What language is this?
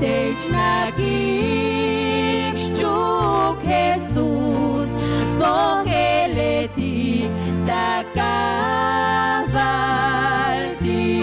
Tzotzil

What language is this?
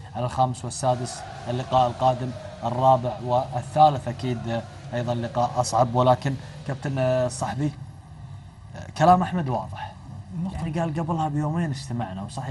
Tunisian Arabic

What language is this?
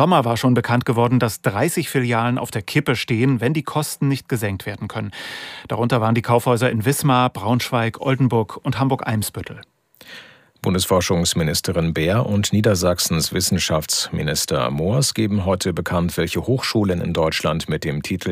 German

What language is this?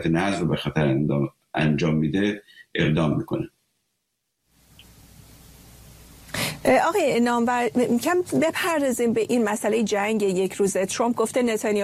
Persian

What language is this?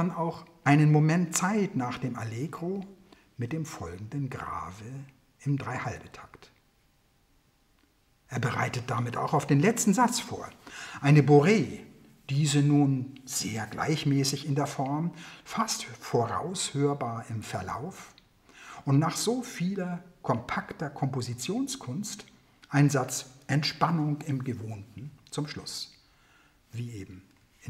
German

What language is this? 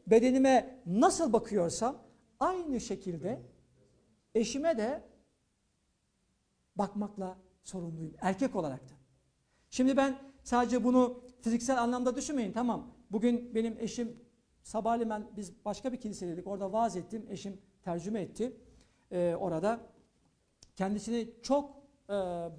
Turkish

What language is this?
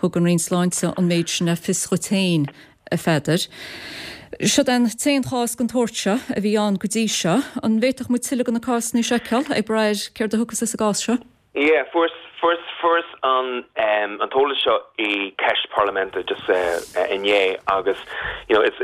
Irish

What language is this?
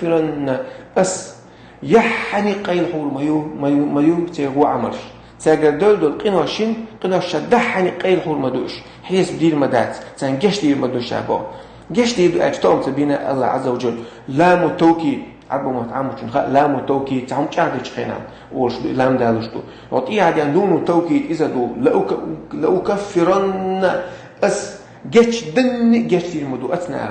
Chechen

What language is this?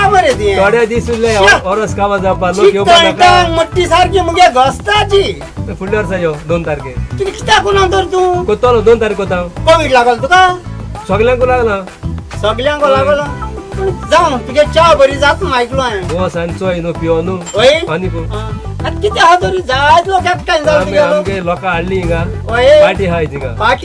Konkani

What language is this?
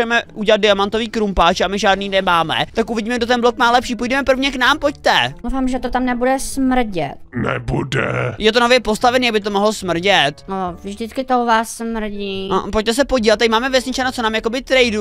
Czech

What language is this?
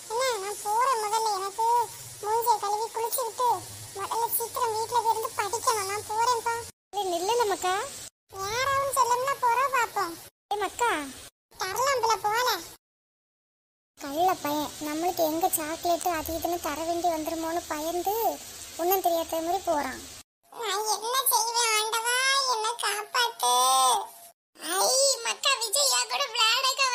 Tamil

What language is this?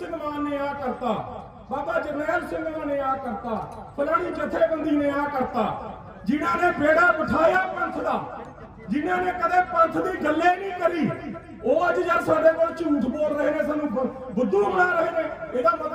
Punjabi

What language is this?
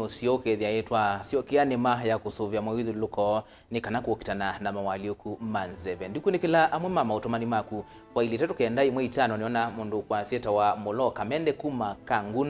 Kamba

